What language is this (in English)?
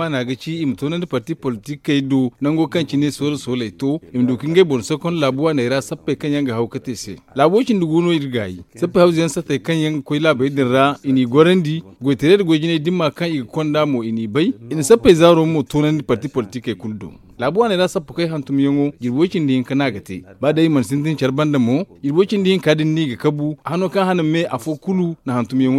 Zarma